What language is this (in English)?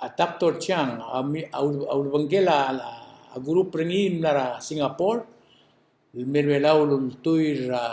Palauan